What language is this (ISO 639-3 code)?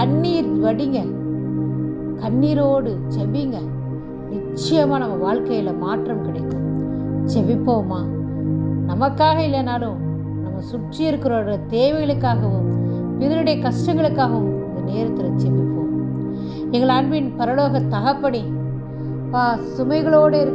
tam